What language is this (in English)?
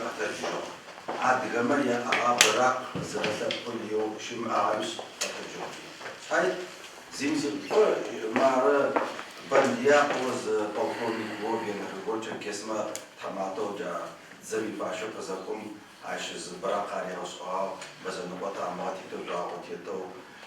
Adyghe